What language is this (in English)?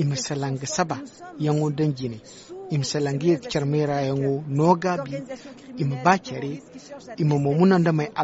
Zarma